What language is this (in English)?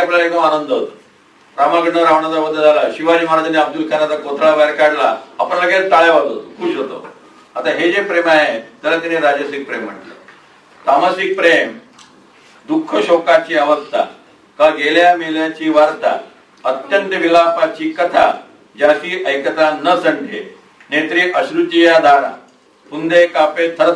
Marathi